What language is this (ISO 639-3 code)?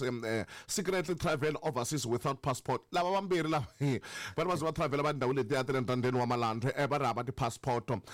tso